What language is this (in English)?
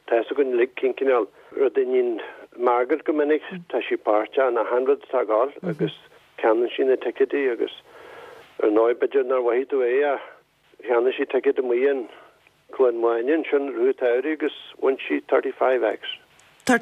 Irish